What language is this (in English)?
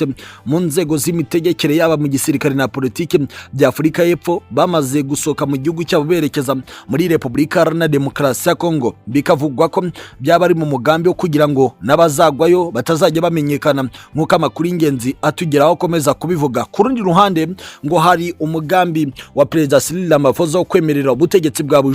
Kinyarwanda